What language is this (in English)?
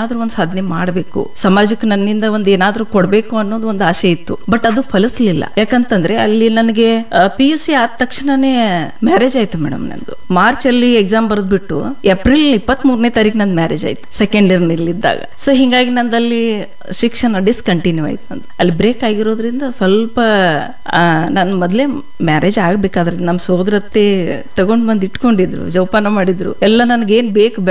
Kannada